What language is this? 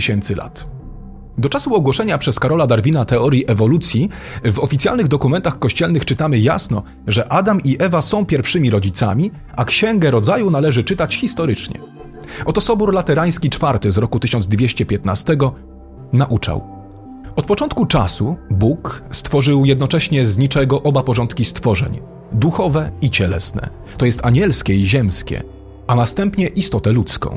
Polish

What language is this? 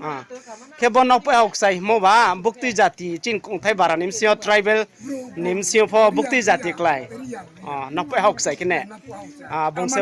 Riang (India)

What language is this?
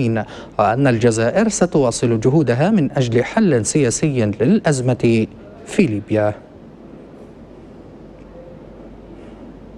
Arabic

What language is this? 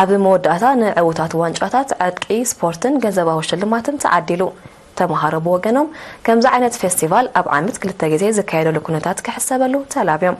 Tigrinya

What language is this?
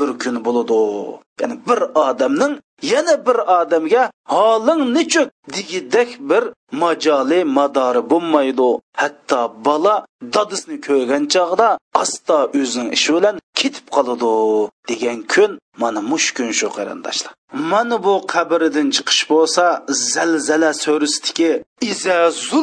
Uyghur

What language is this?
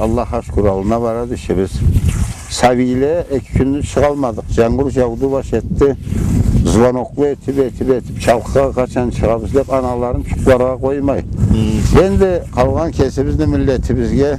Karachay-Balkar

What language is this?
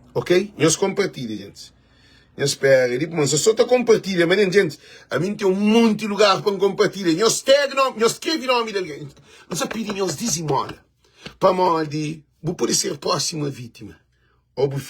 Kabuverdianu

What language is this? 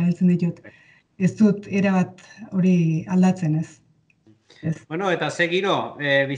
Basque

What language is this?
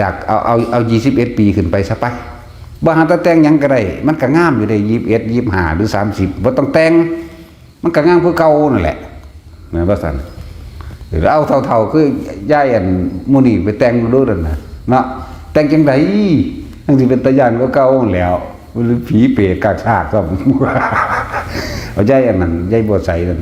Northeastern Thai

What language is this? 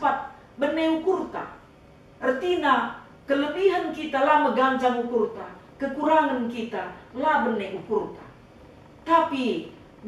Batak Karo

